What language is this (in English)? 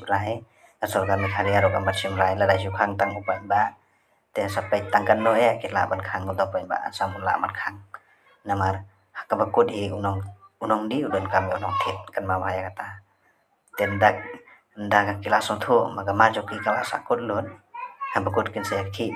Khasi